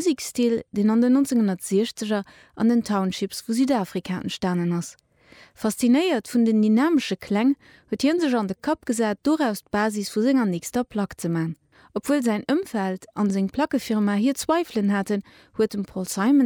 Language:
Luxembourgish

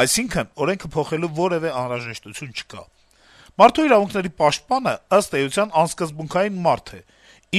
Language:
Armenian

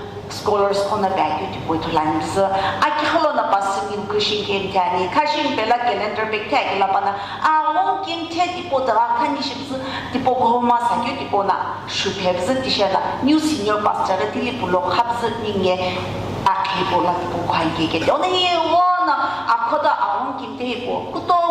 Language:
Sumi Naga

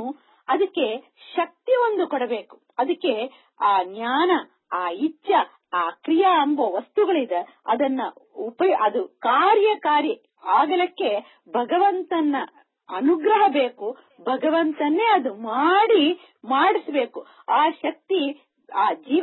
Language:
Kannada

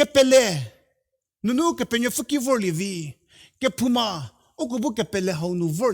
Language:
Angami Naga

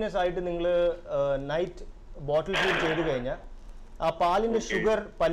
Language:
Malayalam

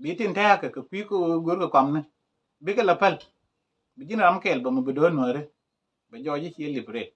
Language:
Nuer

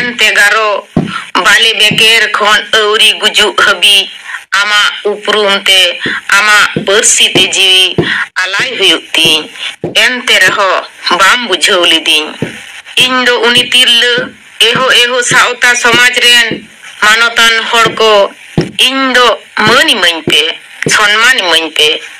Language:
Santali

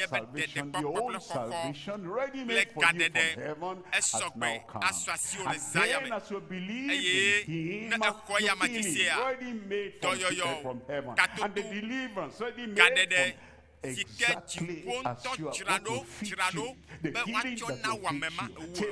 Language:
Ewe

